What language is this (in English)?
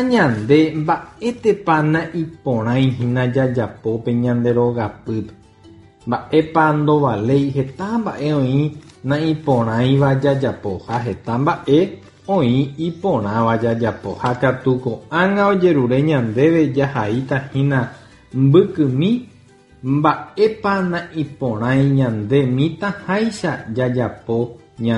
Guarani